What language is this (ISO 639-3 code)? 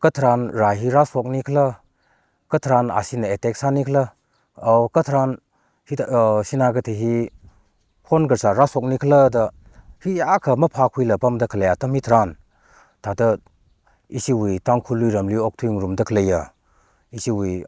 nmf